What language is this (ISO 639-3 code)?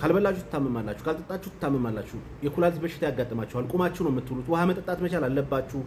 amh